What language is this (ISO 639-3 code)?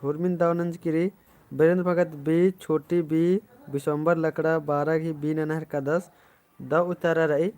kru